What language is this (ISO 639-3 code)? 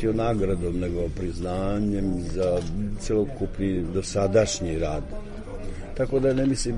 srp